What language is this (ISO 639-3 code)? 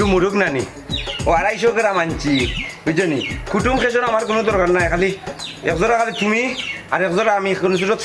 syl